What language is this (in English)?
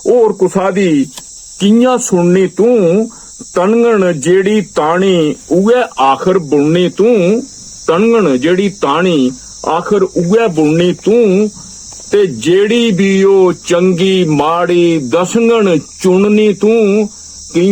Dogri